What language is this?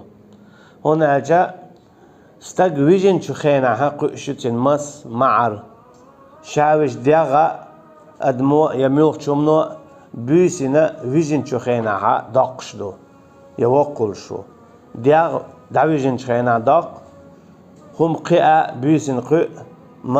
Chechen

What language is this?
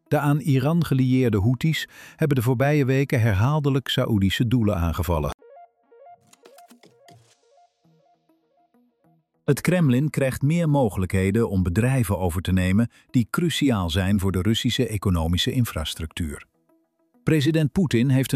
Dutch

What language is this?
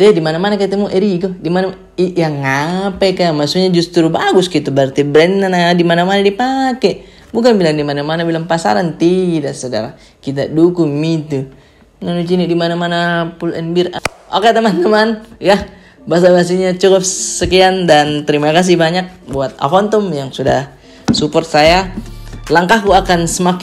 Makassar Malay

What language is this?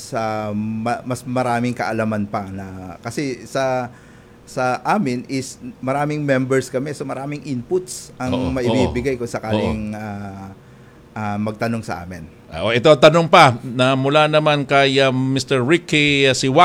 Filipino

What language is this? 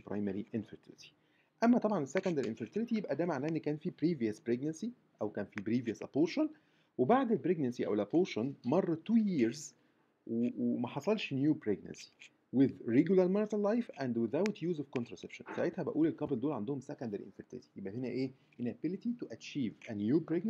Egyptian Arabic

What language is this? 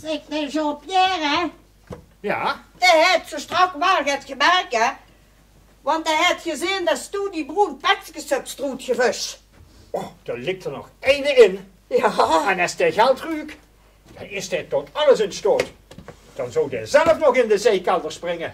Limburgish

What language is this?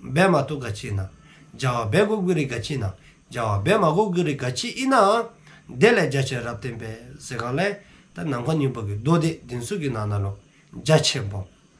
Dzongkha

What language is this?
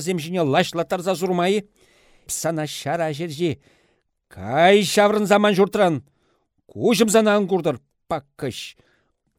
Chuvash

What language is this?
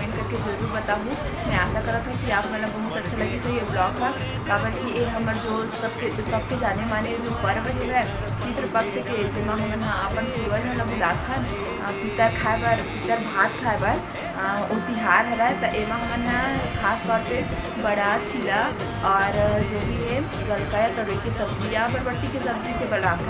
Chhattisgarhi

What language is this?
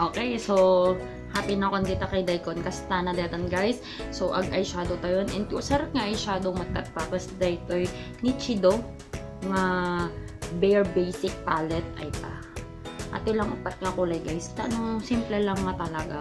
Iloko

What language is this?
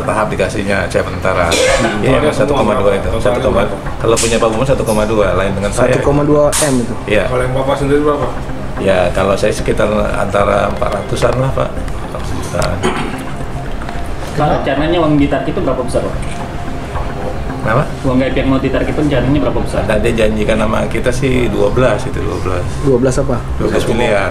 Indonesian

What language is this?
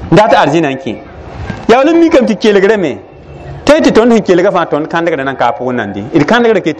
Mossi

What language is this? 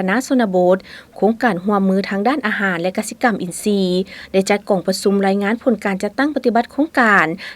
Lao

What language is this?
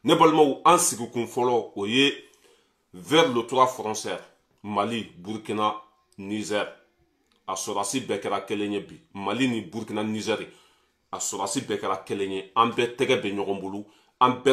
Bambara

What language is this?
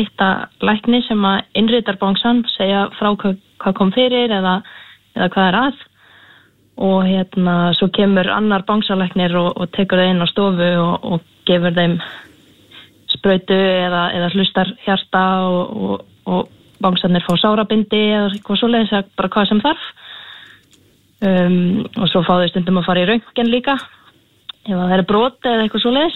Icelandic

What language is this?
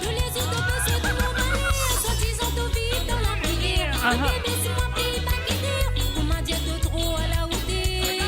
Morisyen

